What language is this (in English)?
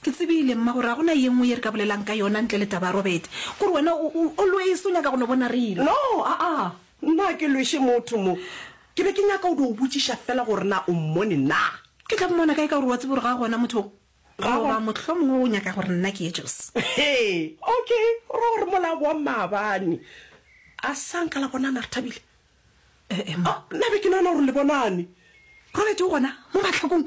Northern Sotho